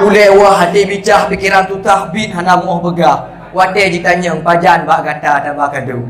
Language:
Achinese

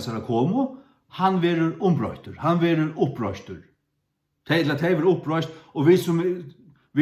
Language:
Faroese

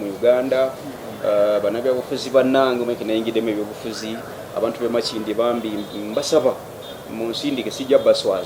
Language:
Ganda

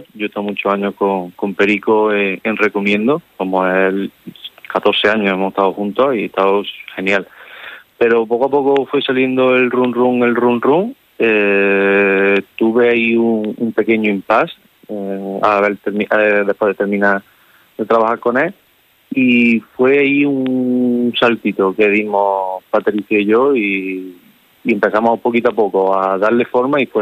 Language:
Spanish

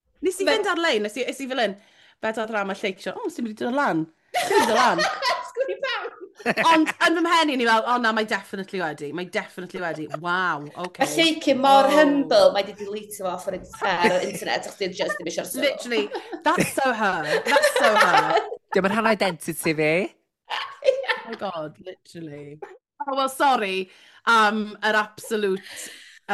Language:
Welsh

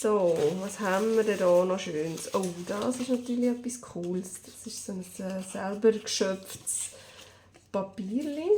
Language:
Swiss German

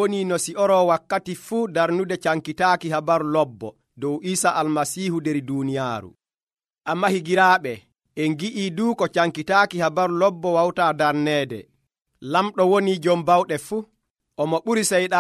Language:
Nigerian Fulfulde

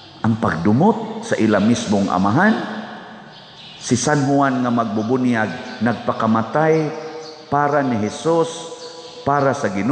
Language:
Cebuano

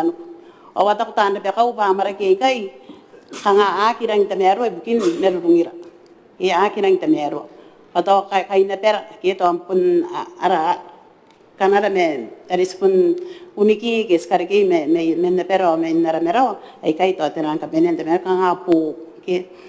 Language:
Gilbertese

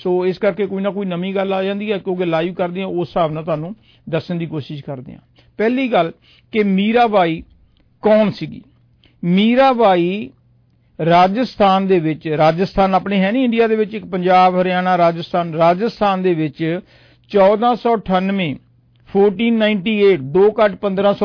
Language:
Punjabi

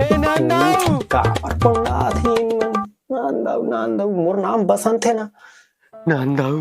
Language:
Chhattisgarhi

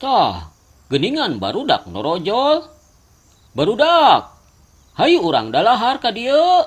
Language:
Sundanese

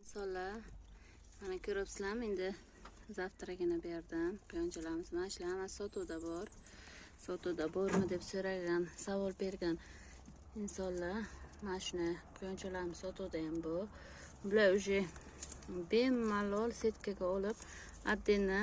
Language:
Uzbek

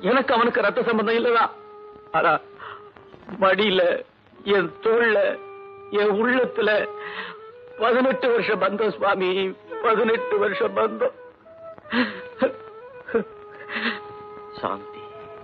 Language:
Tamil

